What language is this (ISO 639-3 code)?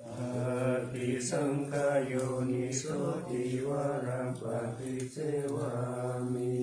pli